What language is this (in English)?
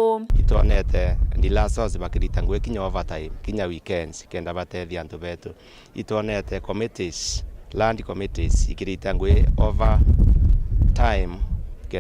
Meru